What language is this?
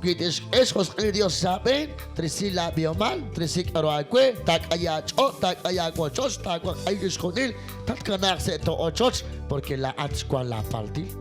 Kekchí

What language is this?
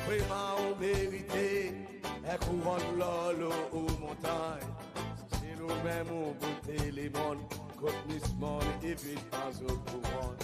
Seselwa Creole French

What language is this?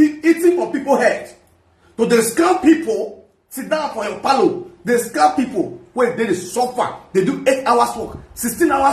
Nigerian Pidgin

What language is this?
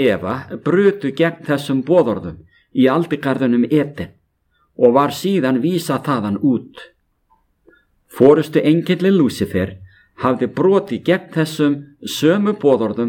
Icelandic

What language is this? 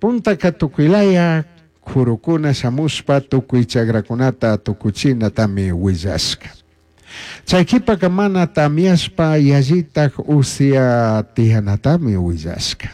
Chimborazo Highland Quichua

